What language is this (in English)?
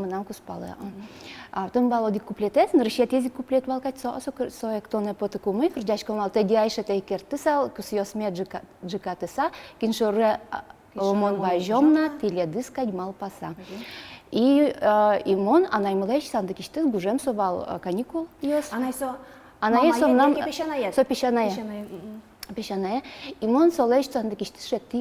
Udmurt